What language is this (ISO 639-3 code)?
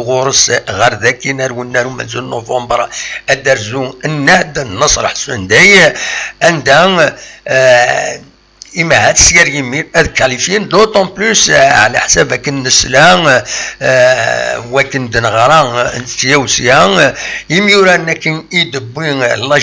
kab